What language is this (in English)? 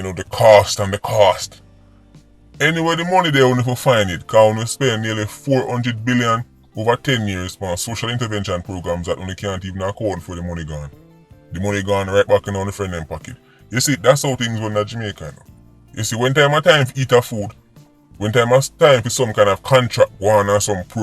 Jamaican Creole English